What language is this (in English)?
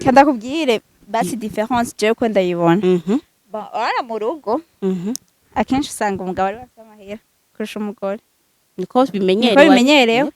Rundi